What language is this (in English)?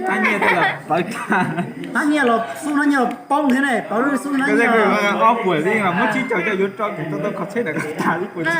Hmong